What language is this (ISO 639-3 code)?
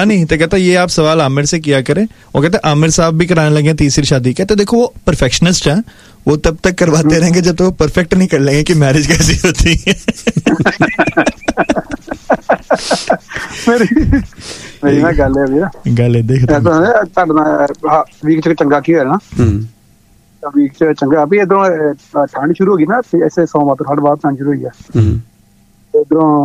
pan